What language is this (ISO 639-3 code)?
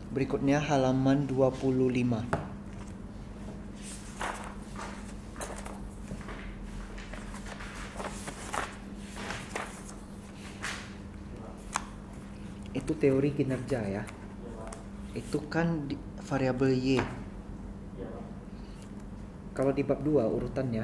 ind